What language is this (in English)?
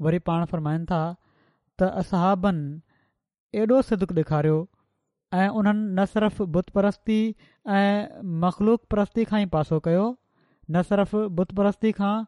Sindhi